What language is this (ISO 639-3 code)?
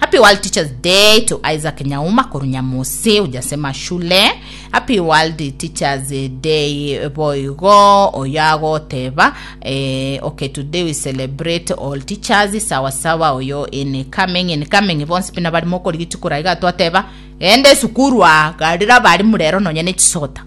guz